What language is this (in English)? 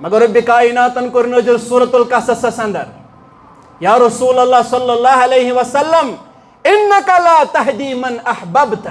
Kashmiri